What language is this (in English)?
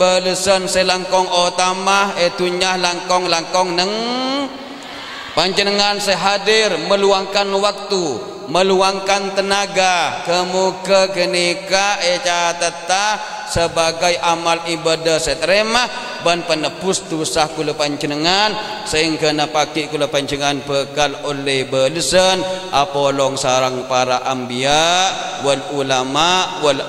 Madurese